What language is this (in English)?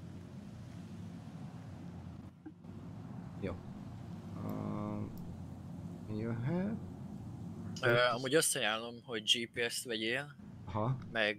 Hungarian